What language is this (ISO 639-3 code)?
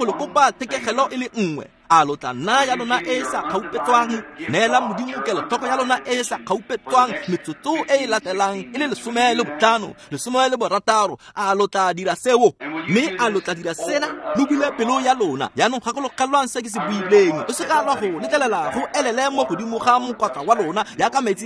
tsn